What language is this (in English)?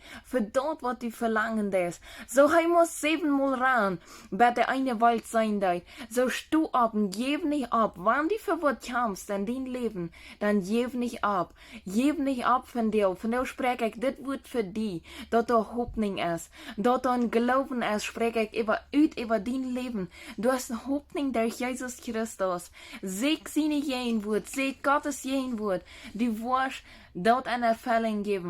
Plautdietsch